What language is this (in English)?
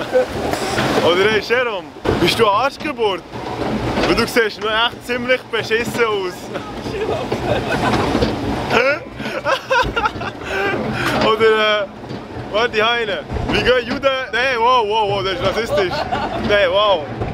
Swiss German